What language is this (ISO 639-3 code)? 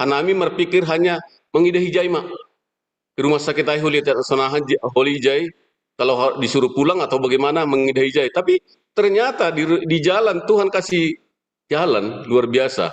bts